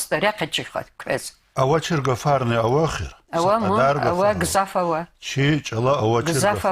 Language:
Lezghian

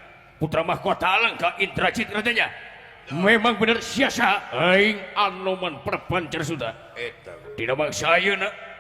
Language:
Sundanese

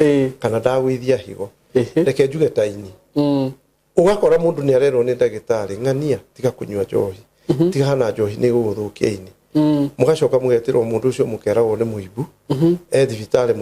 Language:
Kikuyu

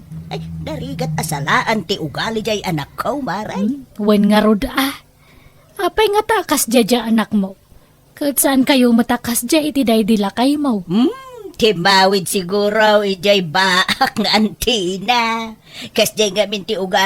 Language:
Iloko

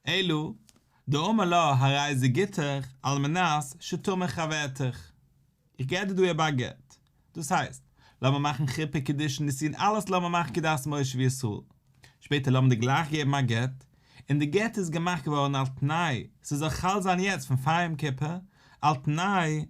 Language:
Yiddish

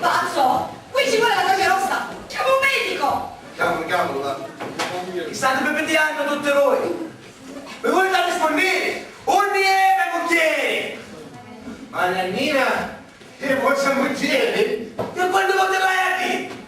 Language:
Sicilian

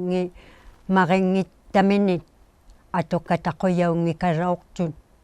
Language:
Inuktitut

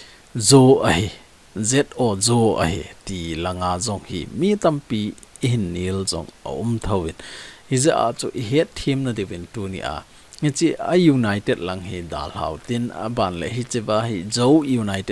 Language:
Thado Chin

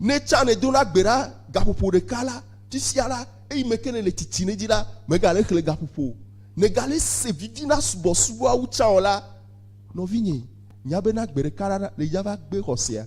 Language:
Ewe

